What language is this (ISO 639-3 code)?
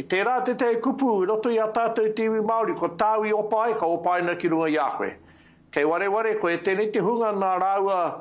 mri